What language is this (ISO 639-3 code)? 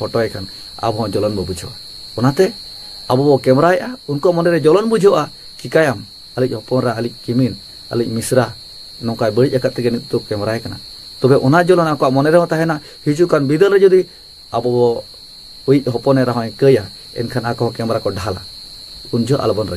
sat